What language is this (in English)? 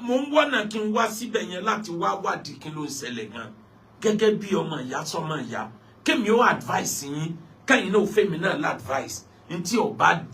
Yoruba